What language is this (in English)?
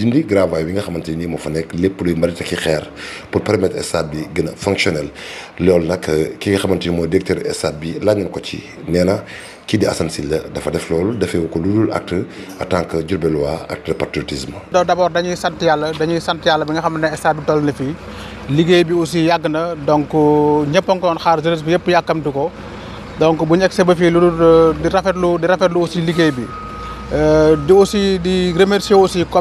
Wolof